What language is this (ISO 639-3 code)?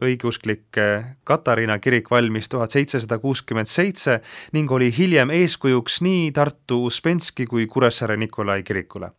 est